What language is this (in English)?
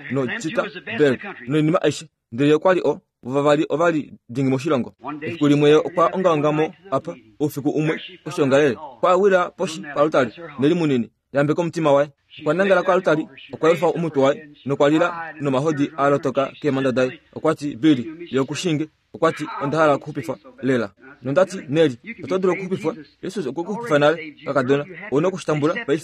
Kuanyama